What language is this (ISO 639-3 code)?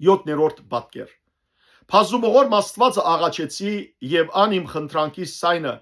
hyw